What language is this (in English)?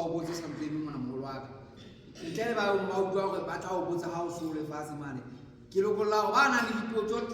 Southern Sotho